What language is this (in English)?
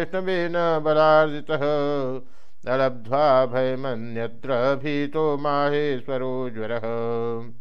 Sanskrit